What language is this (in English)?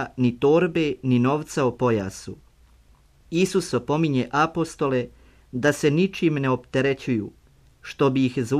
Croatian